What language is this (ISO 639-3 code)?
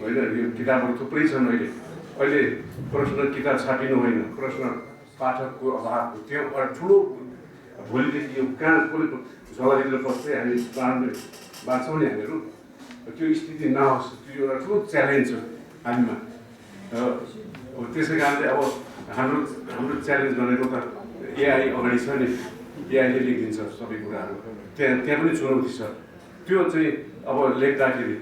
nep